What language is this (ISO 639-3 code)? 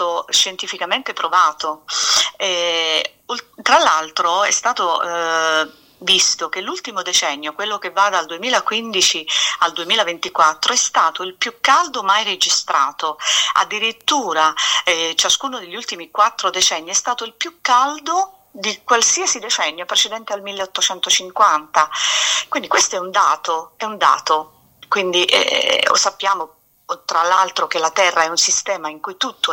ita